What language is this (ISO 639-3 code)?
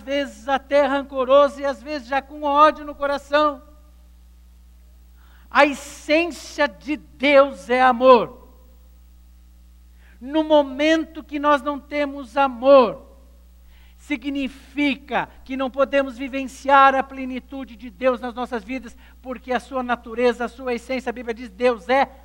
por